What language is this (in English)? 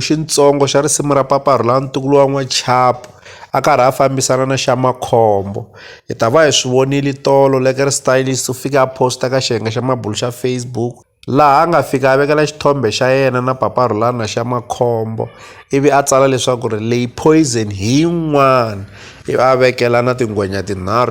Tsonga